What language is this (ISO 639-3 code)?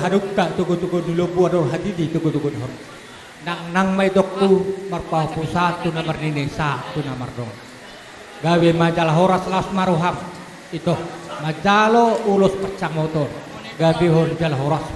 bbc